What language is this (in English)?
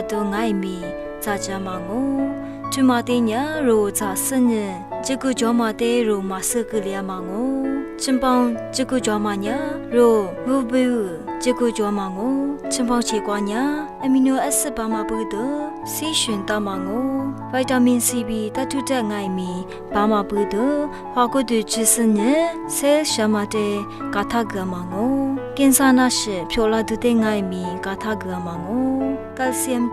Lisu